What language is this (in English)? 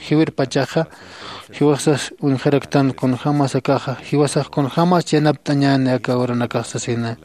Aymara